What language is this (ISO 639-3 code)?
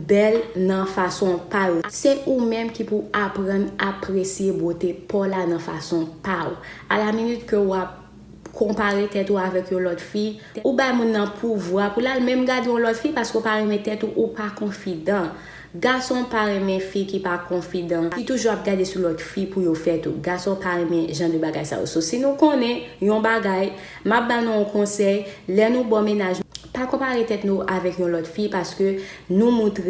hat